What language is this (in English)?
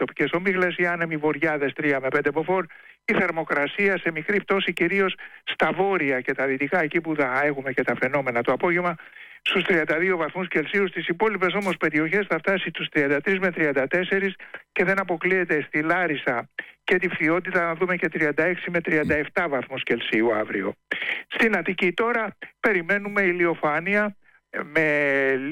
Greek